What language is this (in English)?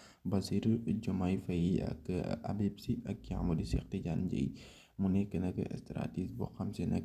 Wolof